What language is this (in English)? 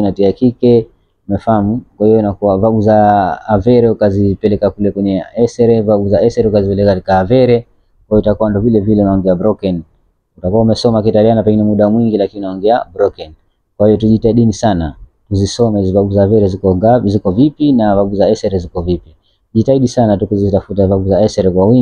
Swahili